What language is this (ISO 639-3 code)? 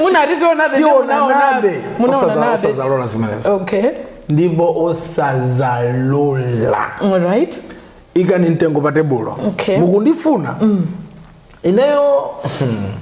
nya